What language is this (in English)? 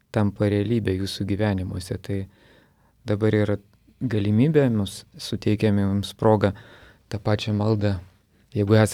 Lithuanian